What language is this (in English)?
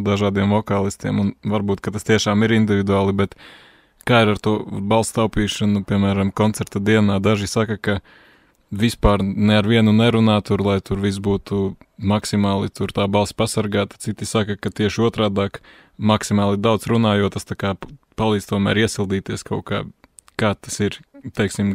Latvian